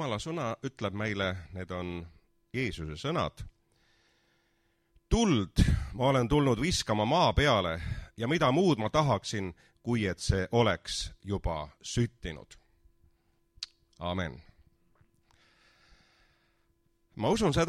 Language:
Estonian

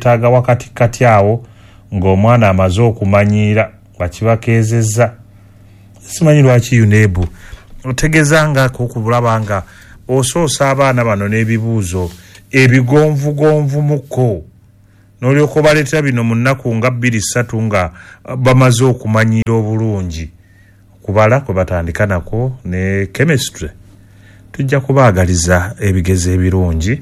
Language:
Ganda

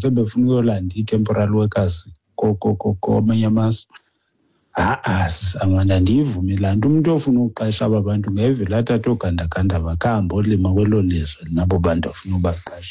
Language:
Xhosa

